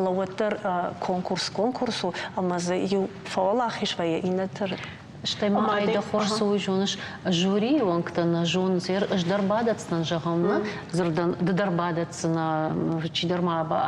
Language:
Ossetic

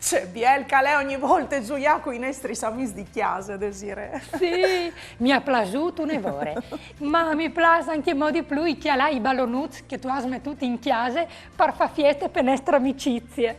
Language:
Friulian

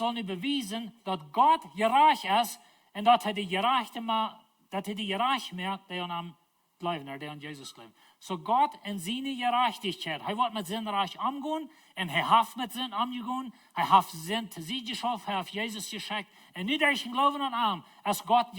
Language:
Plautdietsch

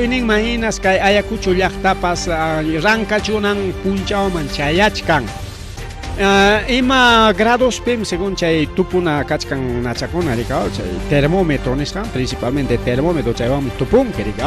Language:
Ayacucho Quechua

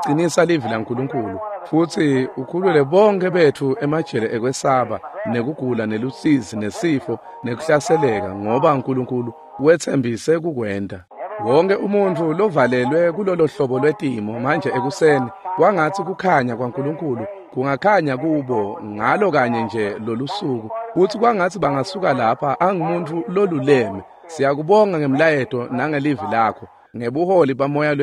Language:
Swati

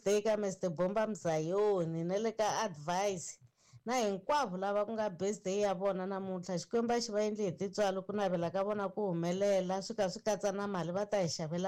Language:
Tsonga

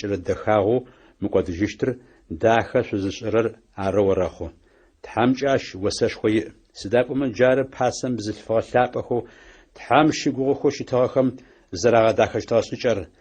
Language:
Adyghe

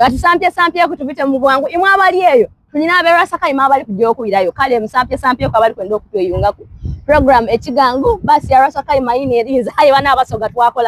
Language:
Soga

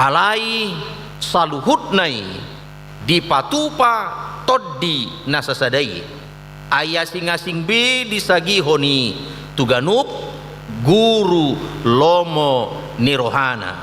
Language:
Batak Toba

